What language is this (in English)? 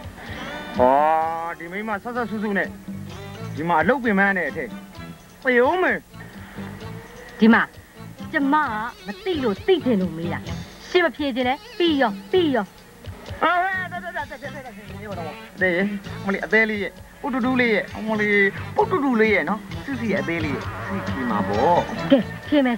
Burmese